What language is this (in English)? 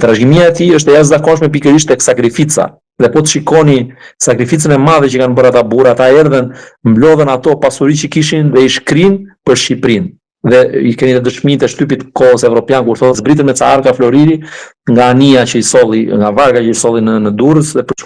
Albanian